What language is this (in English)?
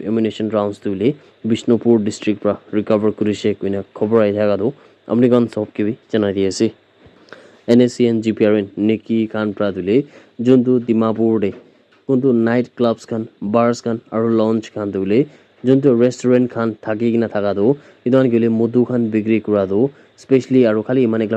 Naga Pidgin